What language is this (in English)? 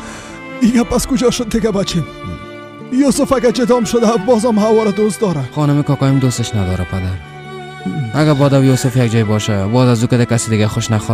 Persian